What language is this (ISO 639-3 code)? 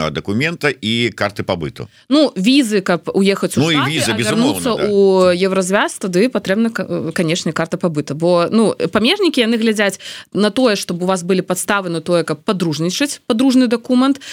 bel